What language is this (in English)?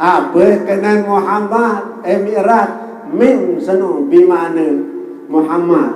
Sasak